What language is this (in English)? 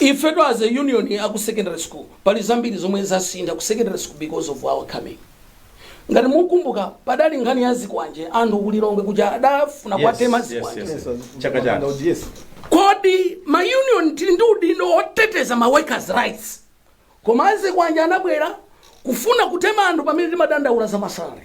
Nyanja